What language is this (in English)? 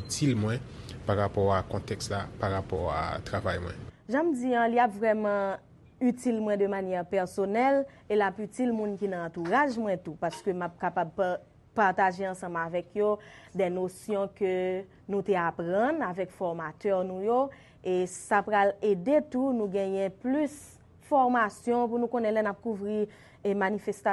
Haitian Creole